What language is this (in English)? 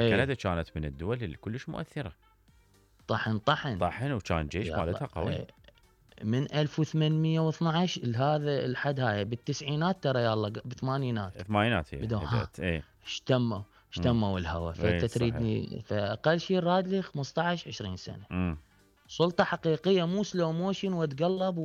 Mesopotamian Arabic